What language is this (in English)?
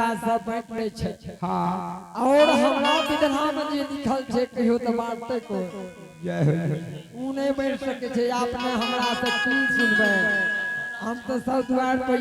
Angika